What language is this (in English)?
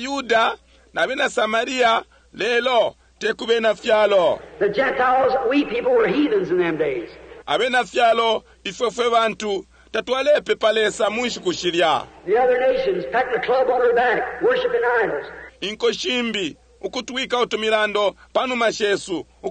Bemba